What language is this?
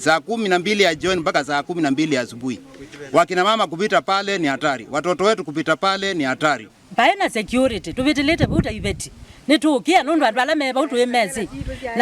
Kamba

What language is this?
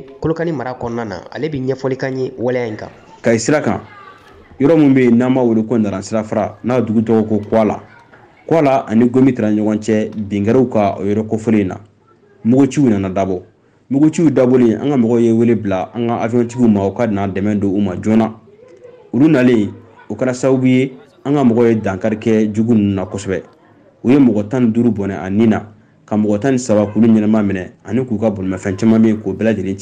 Bambara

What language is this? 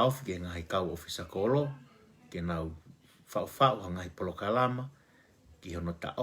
Tongan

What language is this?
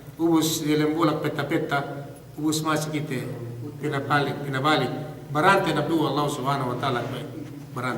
Yakan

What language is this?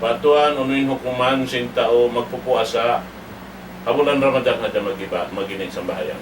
Tausug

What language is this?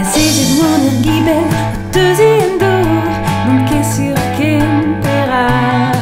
Breton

